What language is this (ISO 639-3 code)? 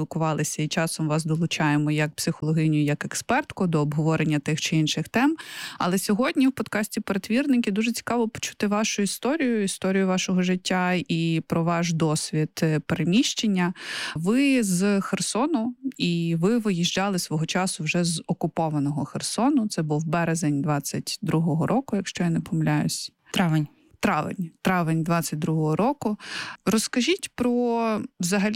ukr